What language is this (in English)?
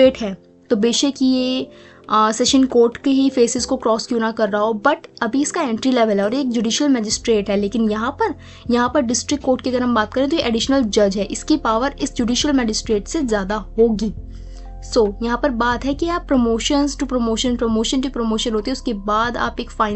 Hindi